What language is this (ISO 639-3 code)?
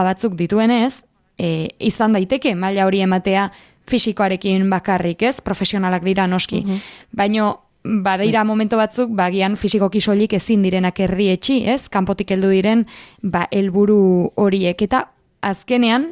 eus